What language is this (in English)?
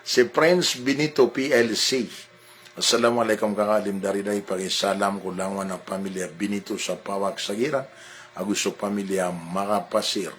Maranao